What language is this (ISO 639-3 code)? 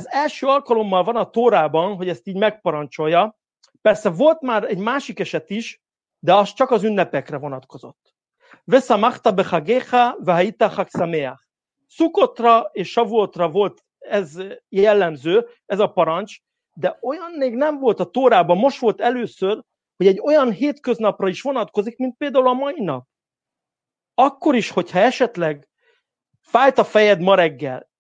hun